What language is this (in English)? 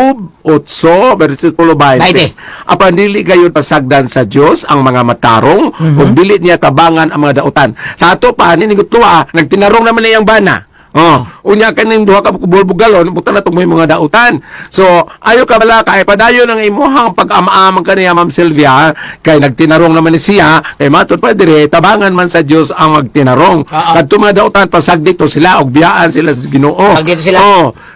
Cebuano